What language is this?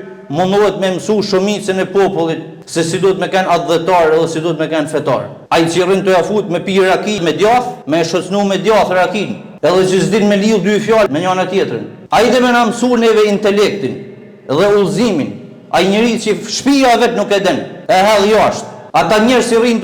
Albanian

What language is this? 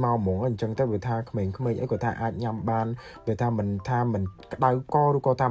Khmer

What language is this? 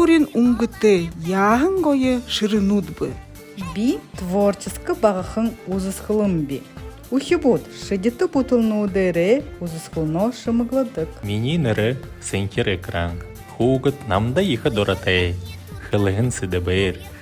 Buriat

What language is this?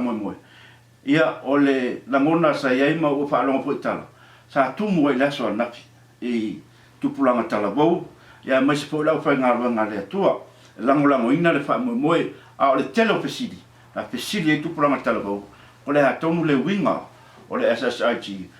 Samoan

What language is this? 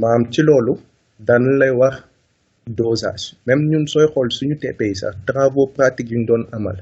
Wolof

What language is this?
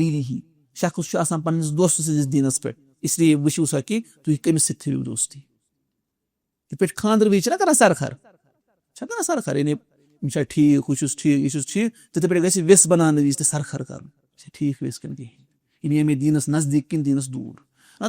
Kashmiri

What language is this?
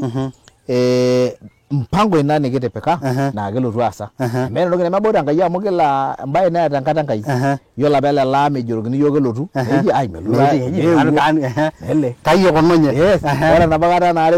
Masai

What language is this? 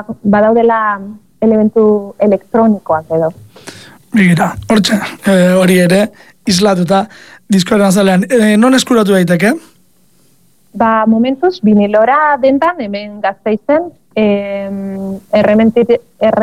Basque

